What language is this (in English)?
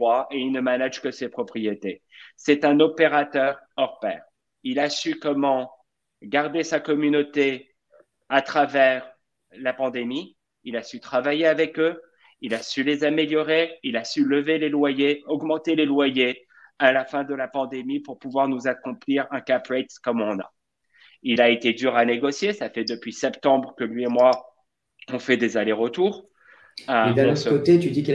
French